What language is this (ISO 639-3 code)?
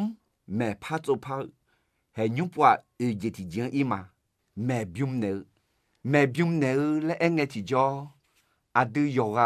ahk